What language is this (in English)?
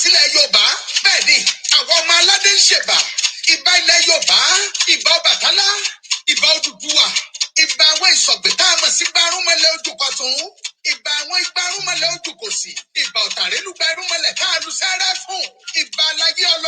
Yoruba